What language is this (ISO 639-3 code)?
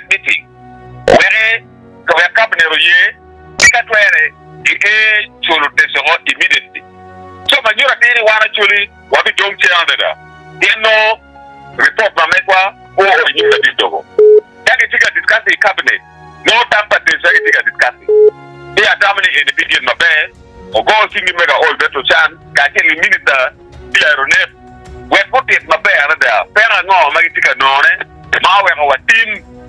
ach